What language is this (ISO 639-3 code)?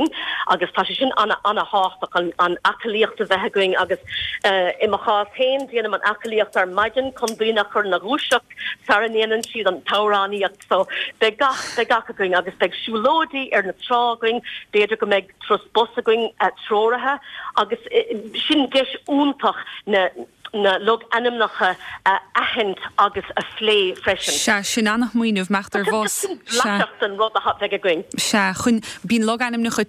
gle